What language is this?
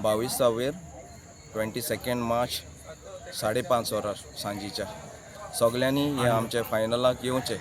Konkani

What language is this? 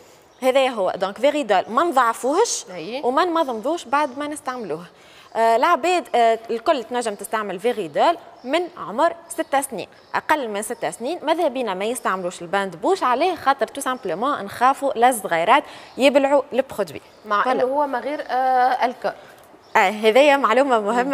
Tunisian Arabic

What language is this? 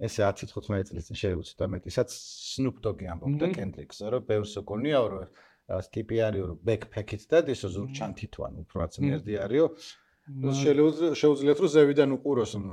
Georgian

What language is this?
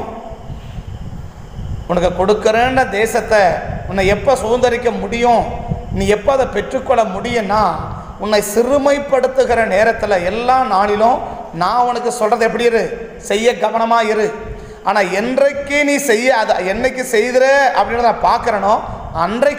Tamil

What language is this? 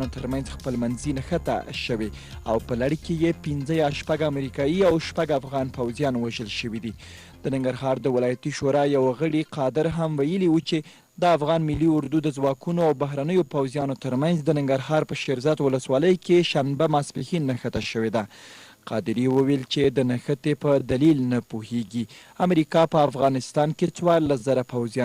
Pashto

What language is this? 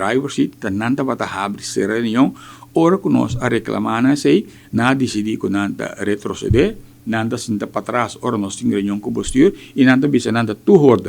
Papiamento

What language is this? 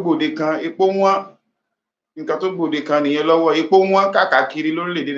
Yoruba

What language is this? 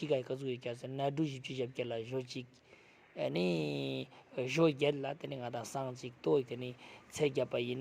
Ladakhi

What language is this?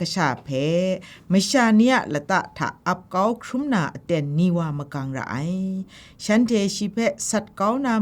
Kachin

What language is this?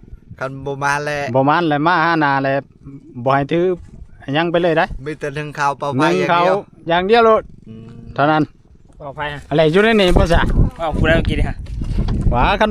Northeastern Thai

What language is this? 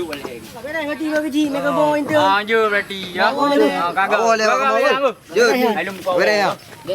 Achinese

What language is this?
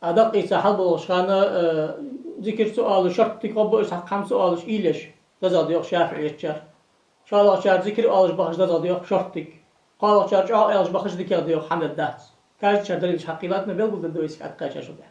Ingush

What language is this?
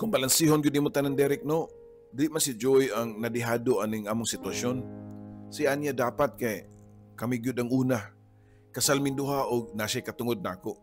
Cebuano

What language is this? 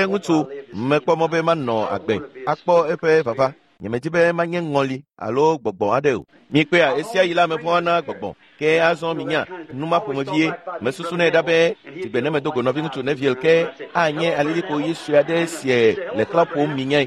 Ewe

